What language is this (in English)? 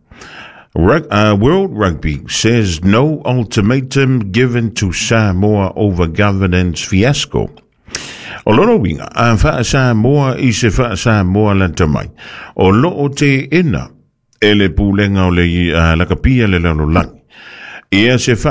Samoan